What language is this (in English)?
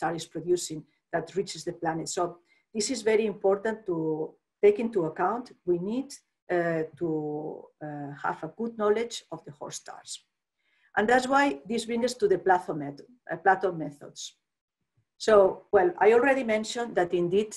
English